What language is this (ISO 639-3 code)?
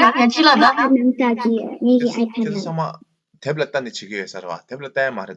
bod